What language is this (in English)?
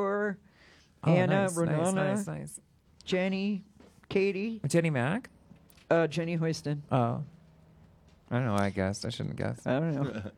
English